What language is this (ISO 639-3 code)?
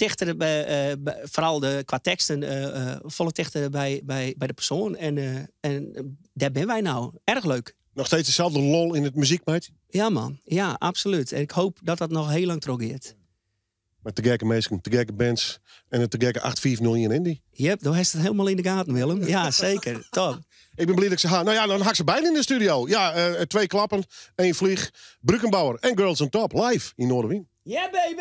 fry